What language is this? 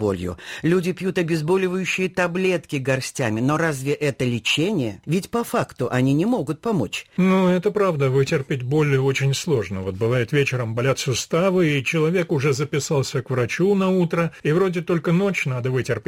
Russian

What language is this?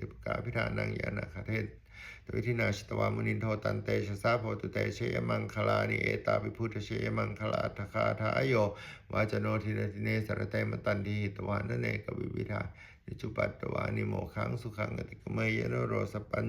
Pali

